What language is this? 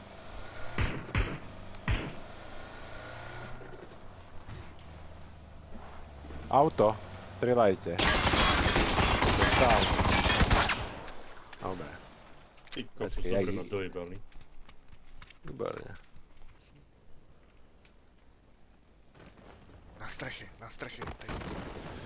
Slovak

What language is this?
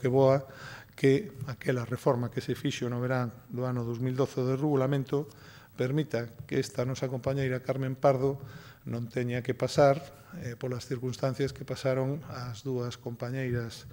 Galician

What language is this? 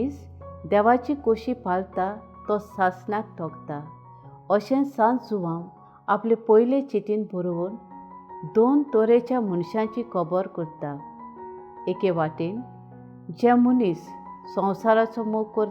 Konkani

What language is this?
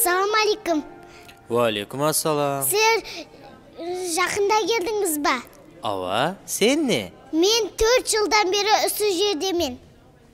Kara-Kalpak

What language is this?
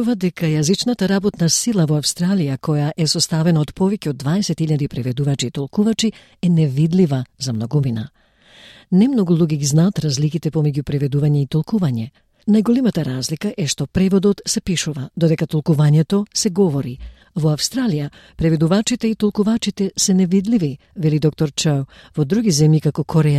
Macedonian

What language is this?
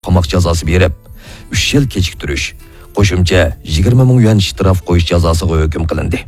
Uyghur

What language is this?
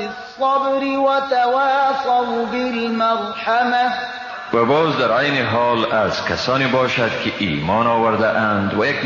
Persian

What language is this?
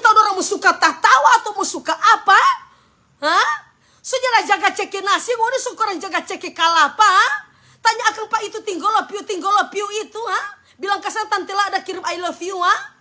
Manado Malay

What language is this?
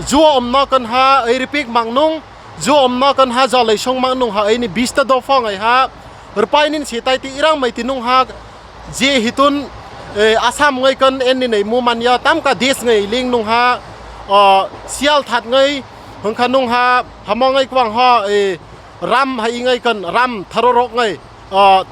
Kok Borok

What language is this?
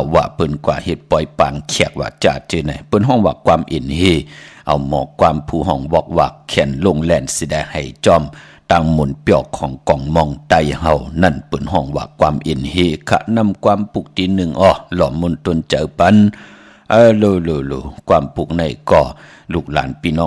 Shan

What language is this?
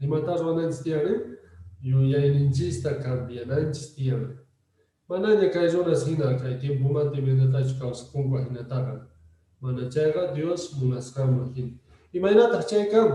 Quechua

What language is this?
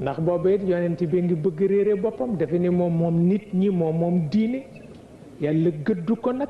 Wolof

